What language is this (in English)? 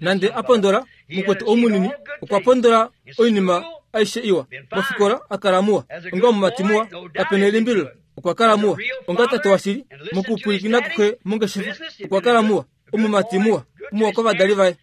Kuanyama